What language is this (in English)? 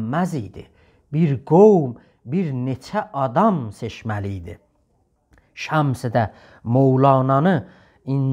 South Azerbaijani